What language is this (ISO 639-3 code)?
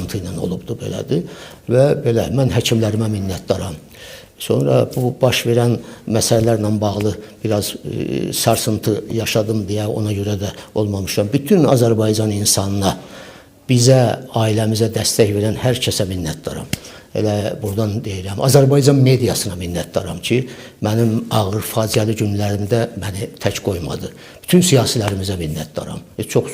aze